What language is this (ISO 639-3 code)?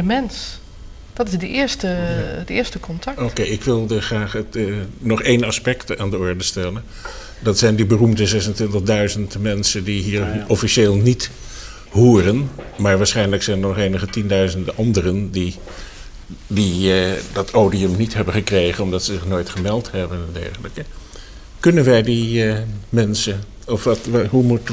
nld